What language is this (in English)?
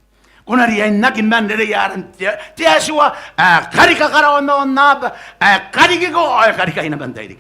Gilbertese